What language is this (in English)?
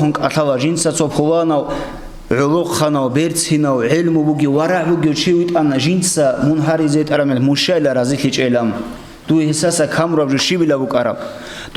Avaric